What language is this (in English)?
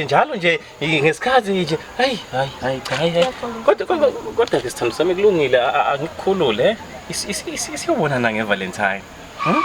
Zulu